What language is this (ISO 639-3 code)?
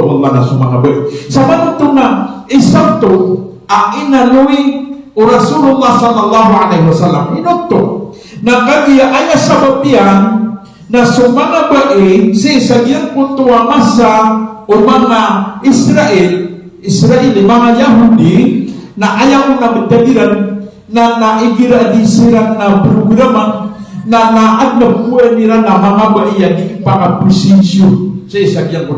mrw